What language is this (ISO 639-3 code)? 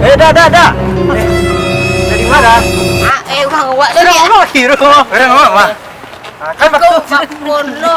min